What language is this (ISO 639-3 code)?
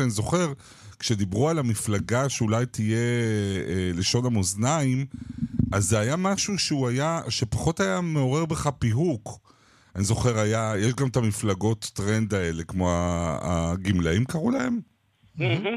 heb